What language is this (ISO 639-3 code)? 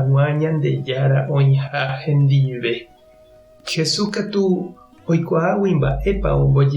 grn